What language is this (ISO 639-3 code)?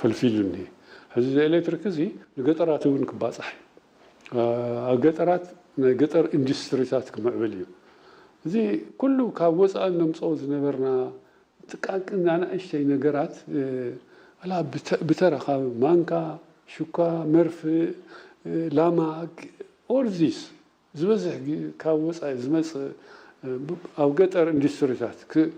tir